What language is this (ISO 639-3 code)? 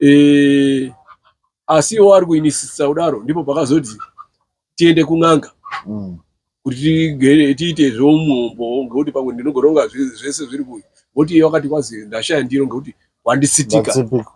sna